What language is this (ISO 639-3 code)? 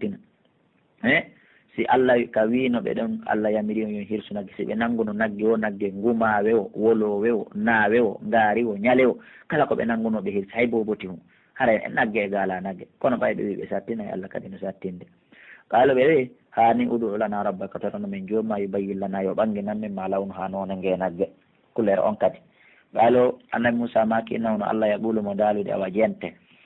fuf